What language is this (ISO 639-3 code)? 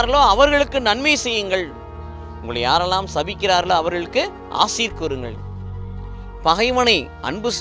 tam